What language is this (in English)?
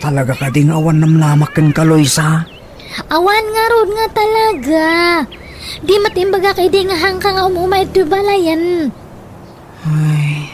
Iloko